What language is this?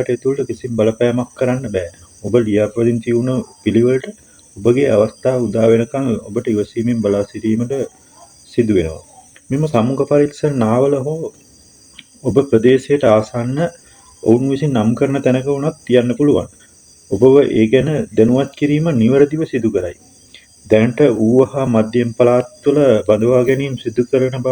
Sinhala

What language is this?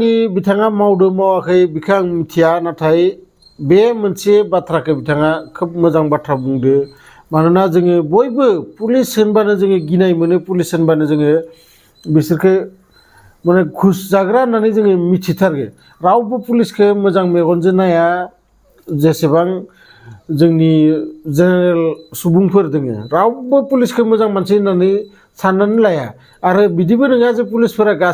Bodo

